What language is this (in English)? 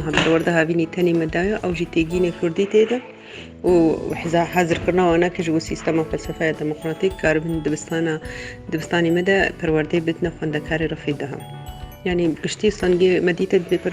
Kurdish